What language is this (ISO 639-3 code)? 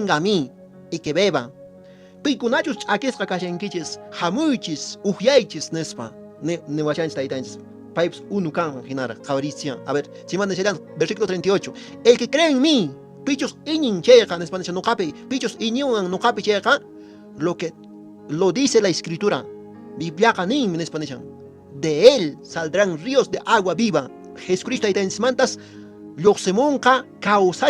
que